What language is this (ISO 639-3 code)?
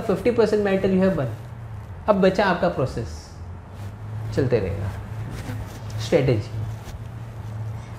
hin